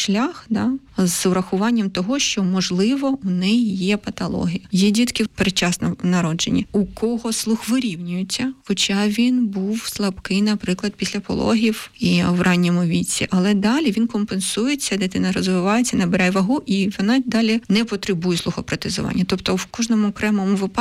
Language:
Ukrainian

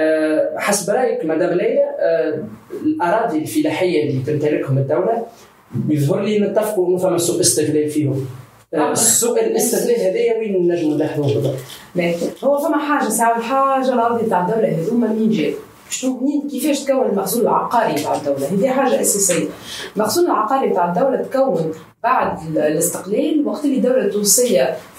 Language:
Tunisian Arabic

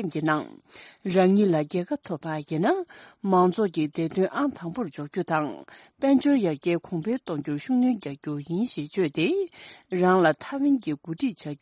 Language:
Tibetan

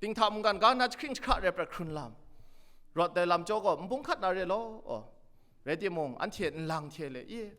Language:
Kachin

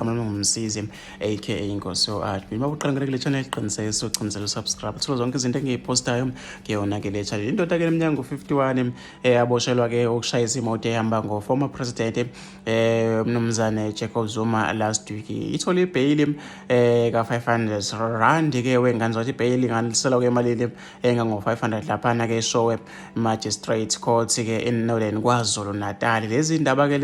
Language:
Zulu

